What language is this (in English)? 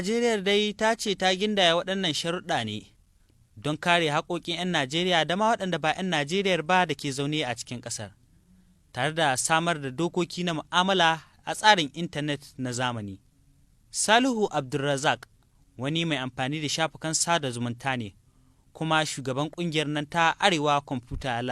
Hausa